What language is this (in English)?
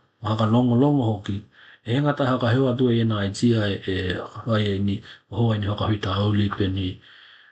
Tokelau